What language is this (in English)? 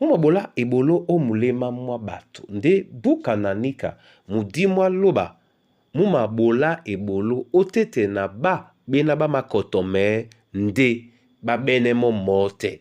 Duala